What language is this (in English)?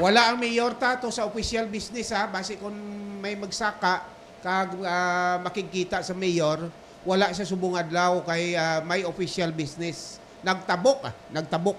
Hiligaynon